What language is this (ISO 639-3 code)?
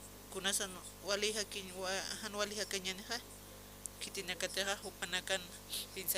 aym